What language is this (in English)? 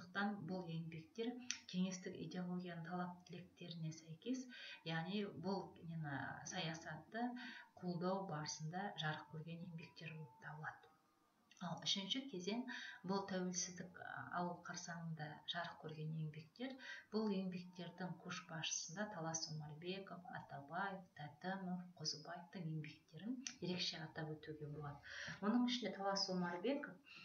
Kazakh